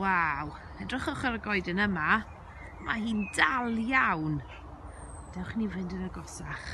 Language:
Welsh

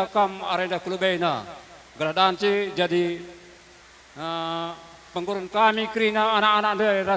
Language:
Batak Karo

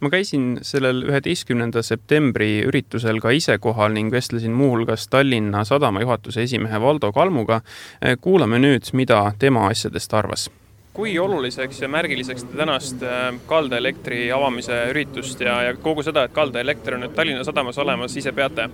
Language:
Estonian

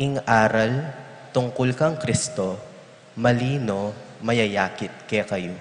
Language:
Pampanga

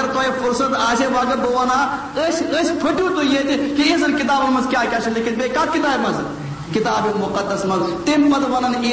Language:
Kashmiri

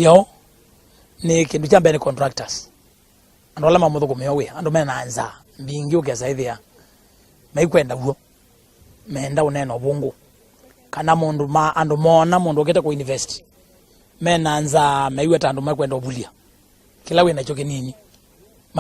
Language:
Kamba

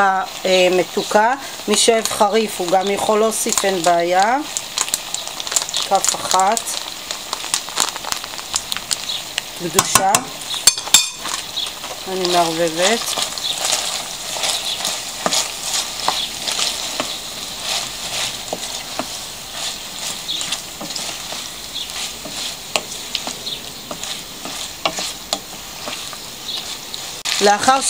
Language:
Hebrew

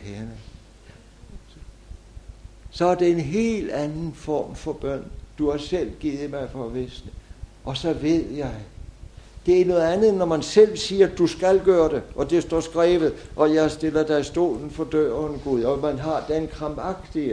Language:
Danish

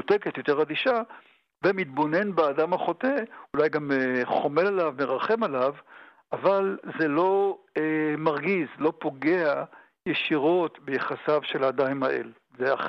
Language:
Hebrew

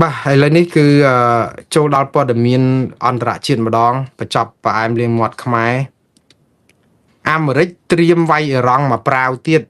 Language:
Khmer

